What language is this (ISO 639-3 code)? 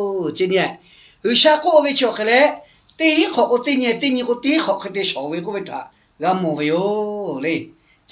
lhu